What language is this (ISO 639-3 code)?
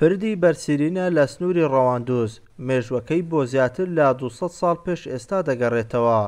ckb